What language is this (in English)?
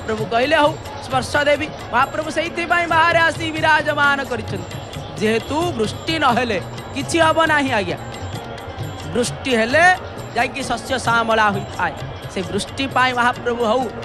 Odia